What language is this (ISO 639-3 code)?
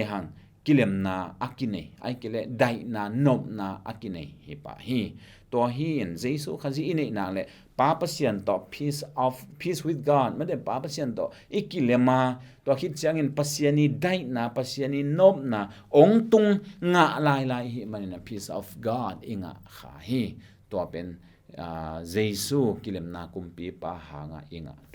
ctd